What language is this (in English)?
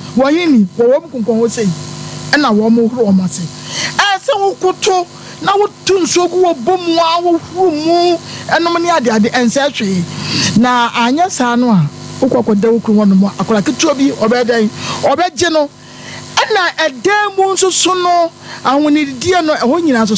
Akan